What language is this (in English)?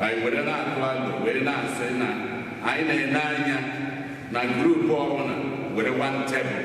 Igbo